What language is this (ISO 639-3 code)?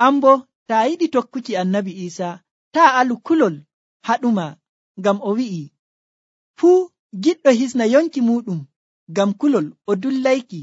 fuv